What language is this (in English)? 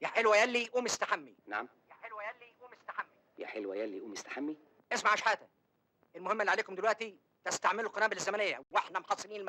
Egyptian Arabic